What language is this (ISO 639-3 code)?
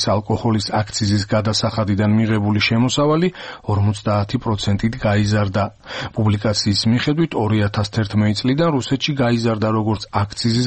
kat